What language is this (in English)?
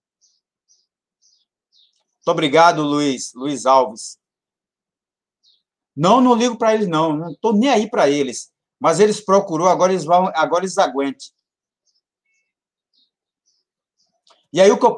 Portuguese